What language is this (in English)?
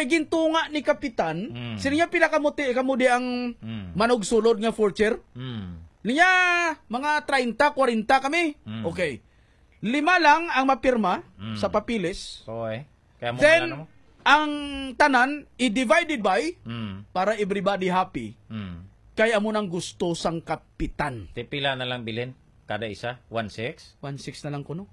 Hiligaynon